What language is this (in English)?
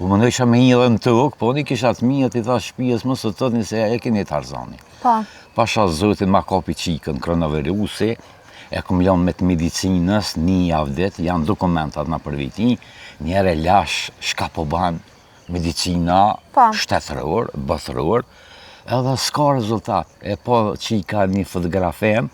Albanian